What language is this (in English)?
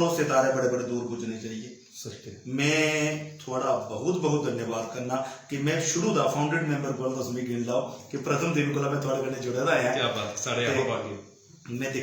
Dogri